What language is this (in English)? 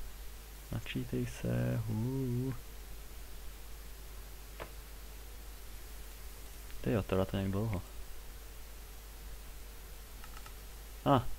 Czech